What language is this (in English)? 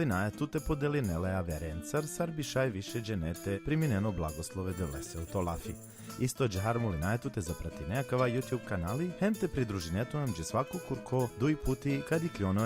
Balkan Romani